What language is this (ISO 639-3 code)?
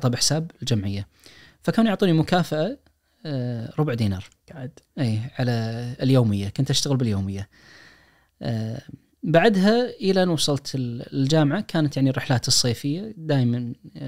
ars